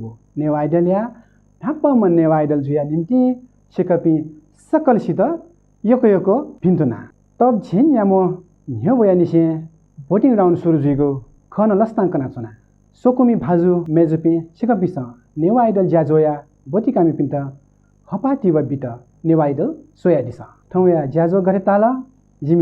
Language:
Newari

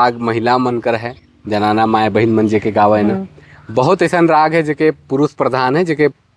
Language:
Sadri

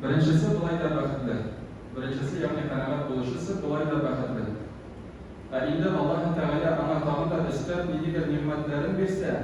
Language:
Tatar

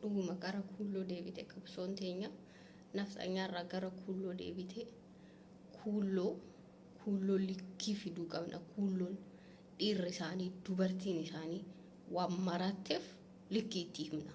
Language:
Oromo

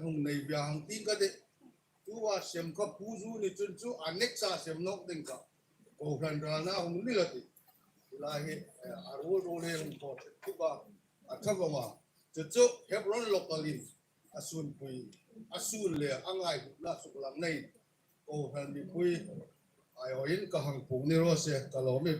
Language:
Hmar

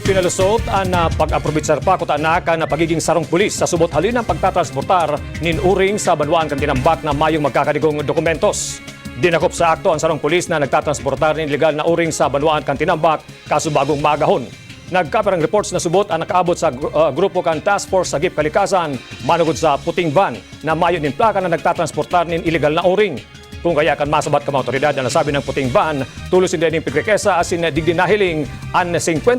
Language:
Bikol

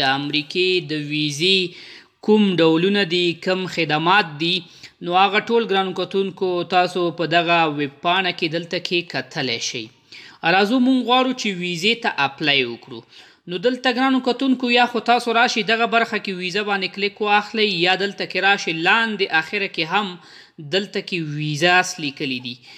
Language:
Pashto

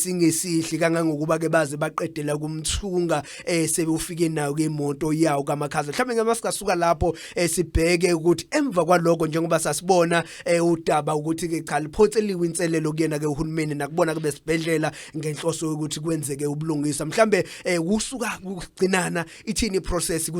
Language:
Zulu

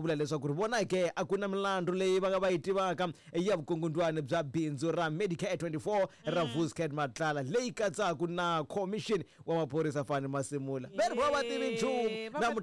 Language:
Tsonga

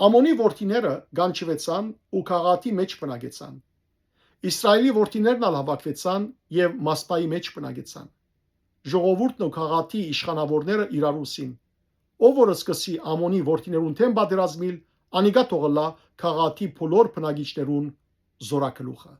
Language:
Western Armenian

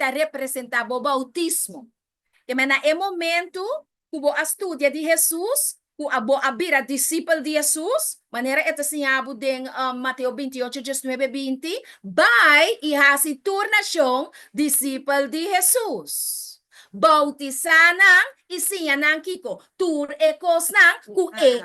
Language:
Papiamento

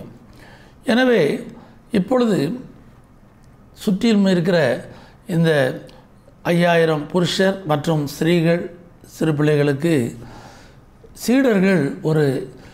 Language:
Tamil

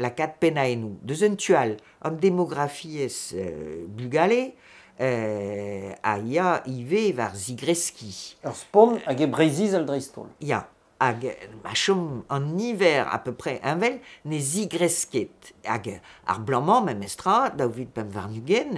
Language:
Breton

